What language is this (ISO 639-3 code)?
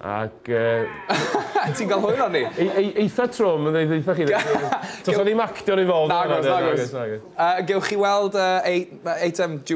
cym